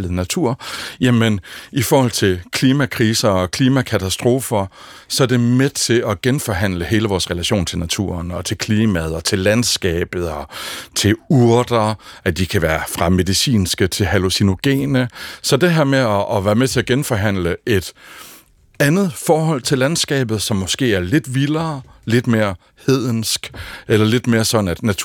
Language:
Danish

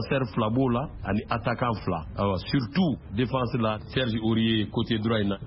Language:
Bambara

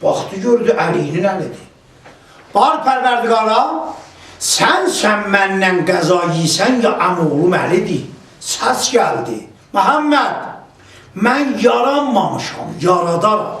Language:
South Azerbaijani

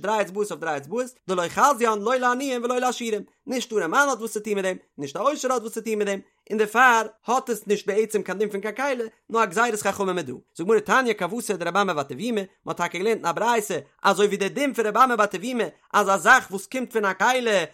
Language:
Yiddish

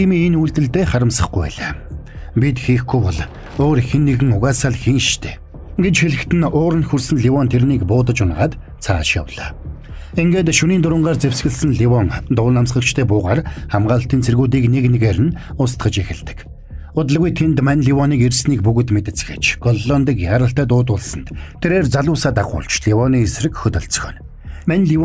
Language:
Mongolian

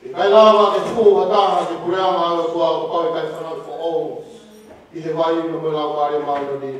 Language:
Tongan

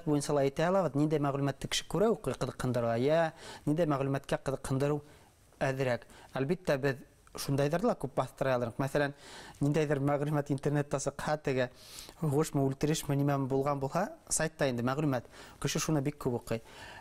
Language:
Bashkir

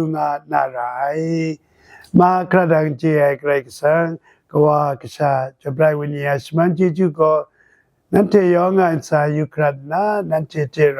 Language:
Kachin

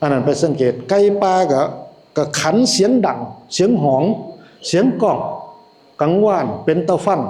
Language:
Northeastern Thai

